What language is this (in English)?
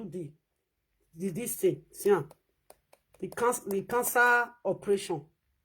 Nigerian Pidgin